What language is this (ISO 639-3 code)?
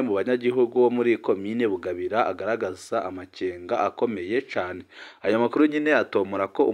run